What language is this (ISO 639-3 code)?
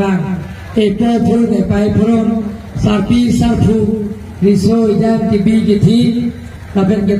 mjw